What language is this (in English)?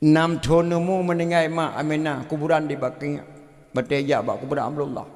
Achinese